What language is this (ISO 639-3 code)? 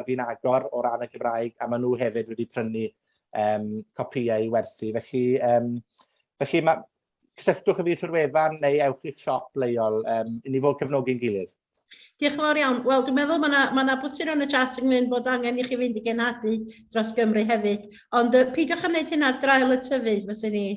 cym